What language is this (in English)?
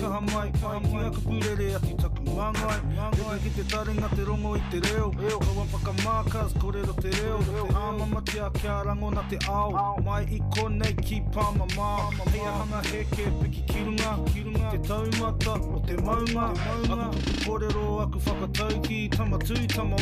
Māori